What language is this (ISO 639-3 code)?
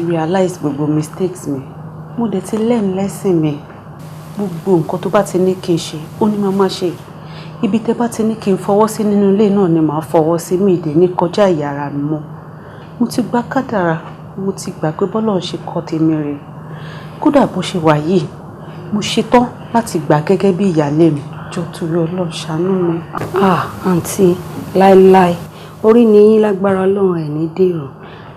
yor